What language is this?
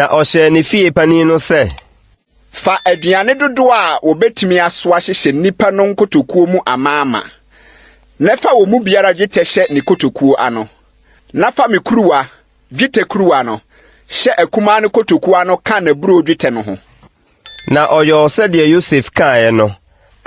Akan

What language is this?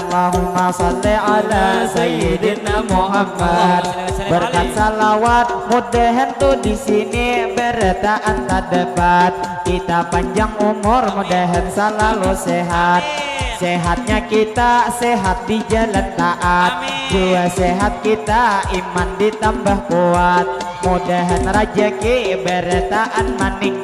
Banjar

